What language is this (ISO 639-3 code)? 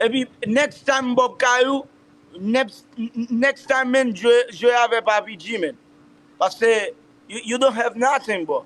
hat